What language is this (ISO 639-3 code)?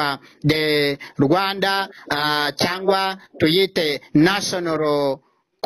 kin